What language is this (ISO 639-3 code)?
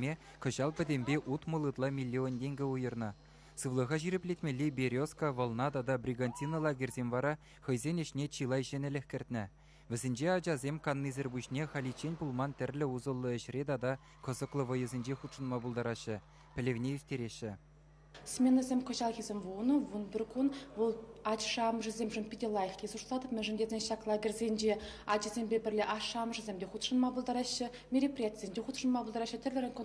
chv